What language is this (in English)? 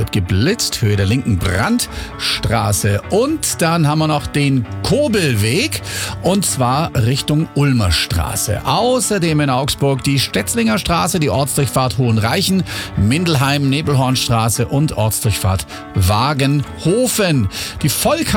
German